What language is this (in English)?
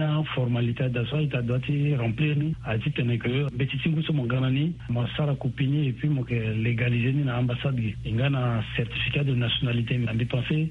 Sango